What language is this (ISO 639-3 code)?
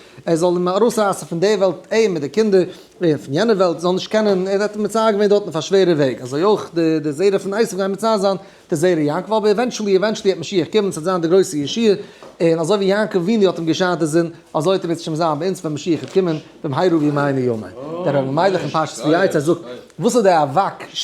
yid